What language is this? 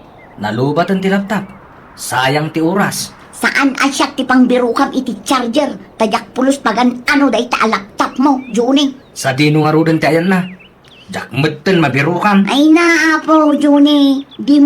Iloko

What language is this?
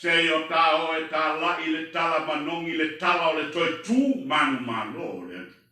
Samoan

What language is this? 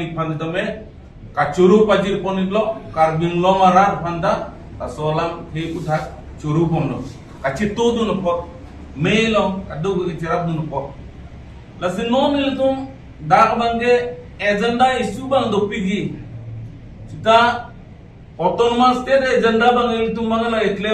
Karbi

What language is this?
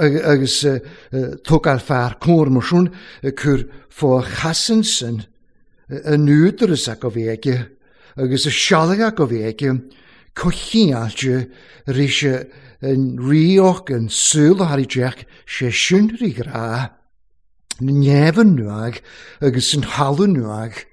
Welsh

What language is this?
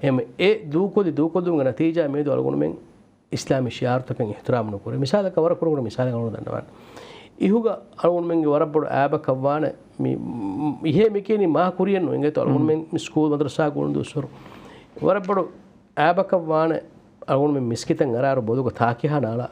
Divehi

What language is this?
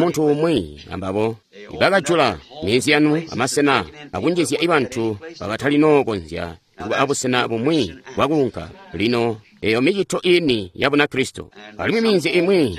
Tonga (Zambia)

